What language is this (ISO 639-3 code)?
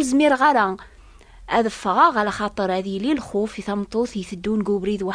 kab